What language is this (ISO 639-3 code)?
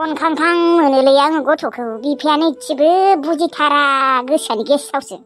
brx